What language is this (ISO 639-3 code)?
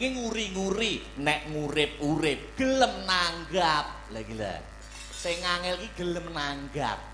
jav